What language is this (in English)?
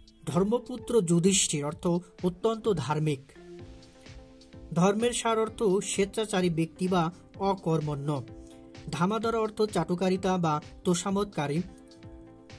Bangla